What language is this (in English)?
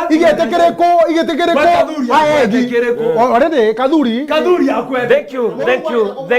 Meru